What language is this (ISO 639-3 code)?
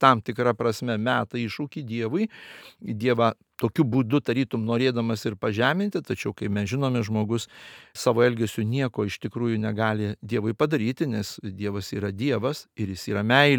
lit